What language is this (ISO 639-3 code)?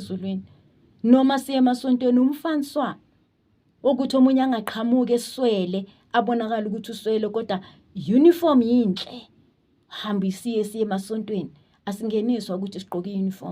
zul